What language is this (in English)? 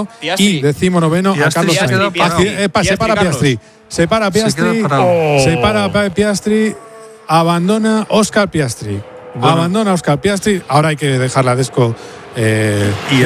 Spanish